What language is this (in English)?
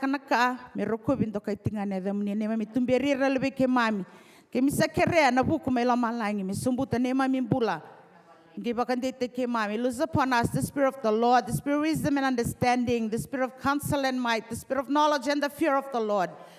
Fijian